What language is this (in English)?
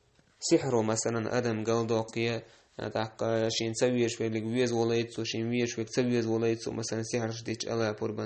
Chechen